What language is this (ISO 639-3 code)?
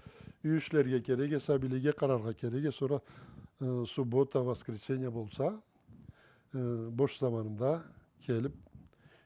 krc